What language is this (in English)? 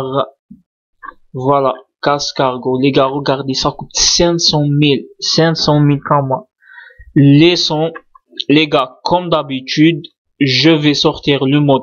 French